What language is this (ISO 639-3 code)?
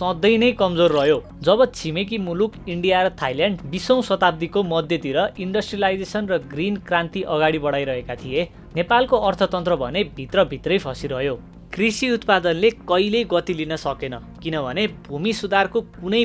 nep